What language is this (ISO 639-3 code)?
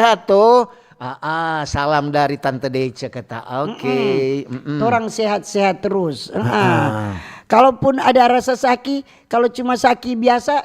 xmm